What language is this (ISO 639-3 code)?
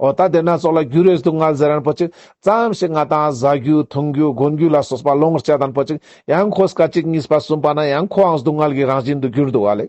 lbj